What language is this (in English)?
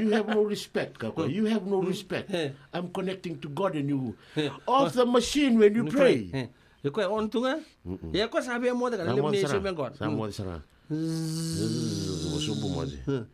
Fijian